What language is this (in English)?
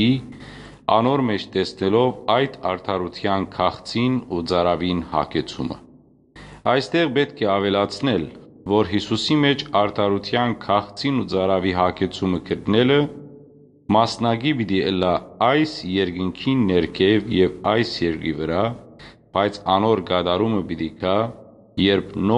Western Armenian